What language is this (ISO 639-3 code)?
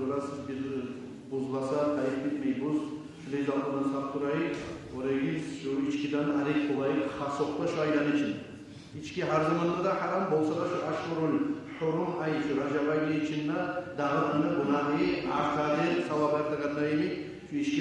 kum